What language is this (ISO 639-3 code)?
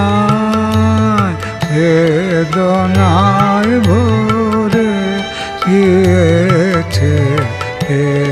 ben